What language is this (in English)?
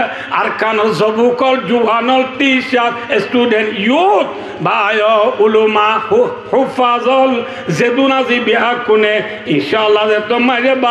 Rohingya